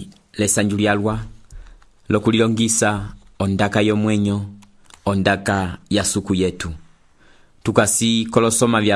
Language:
Umbundu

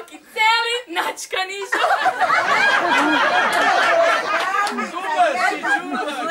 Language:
Croatian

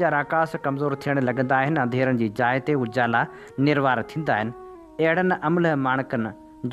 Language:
Sindhi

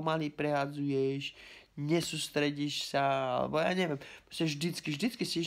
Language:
Slovak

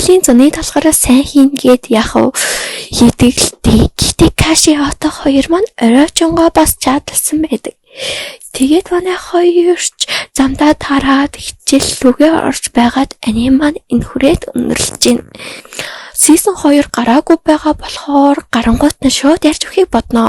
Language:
Mongolian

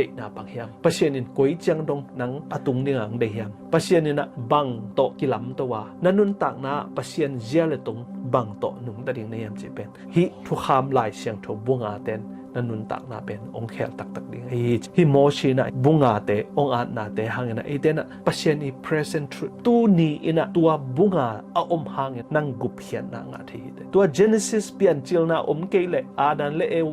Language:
Tedim Chin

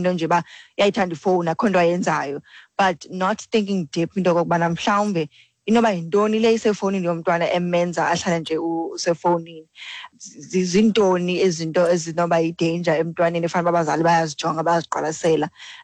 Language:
Xhosa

